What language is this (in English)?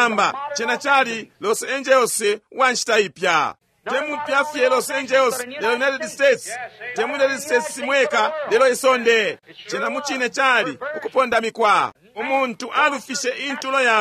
Bemba